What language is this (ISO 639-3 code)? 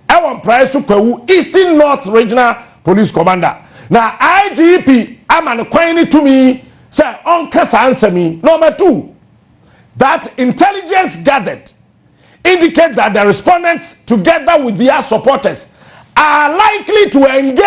aka